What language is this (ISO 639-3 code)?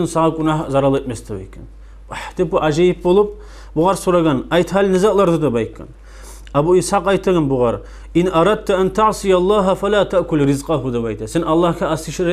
kum